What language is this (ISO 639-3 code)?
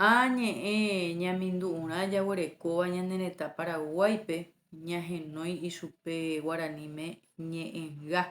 grn